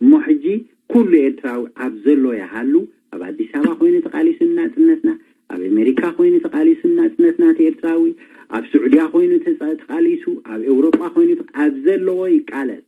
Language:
Tigrinya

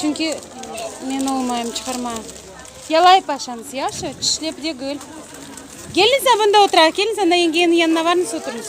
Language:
Crimean Tatar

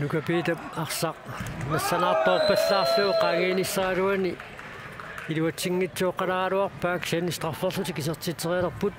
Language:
Kalaallisut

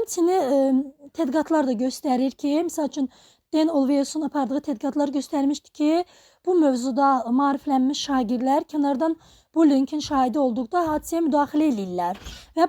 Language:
Azerbaijani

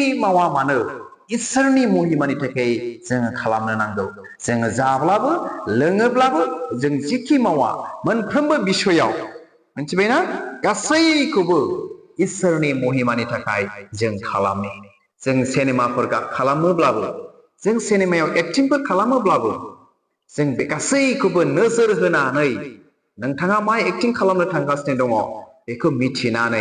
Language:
Bodo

